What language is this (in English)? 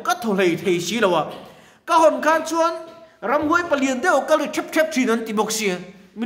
Mizo